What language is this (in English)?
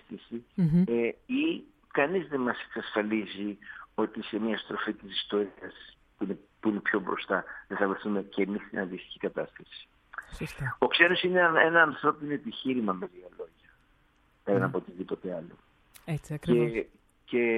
Greek